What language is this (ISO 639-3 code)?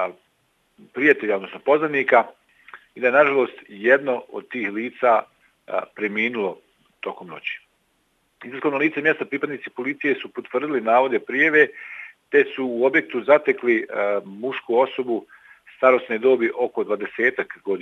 bos